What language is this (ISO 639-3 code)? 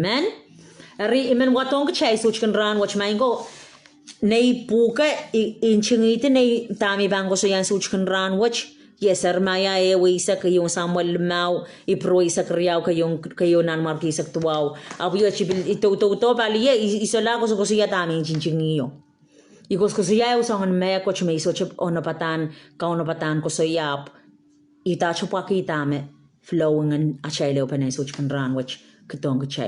pon